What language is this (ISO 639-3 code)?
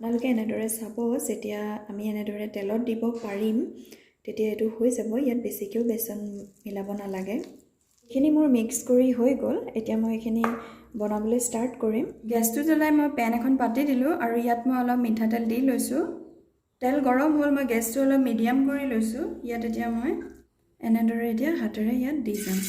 asm